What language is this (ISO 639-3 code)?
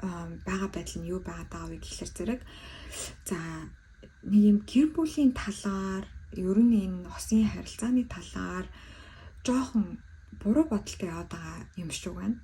mon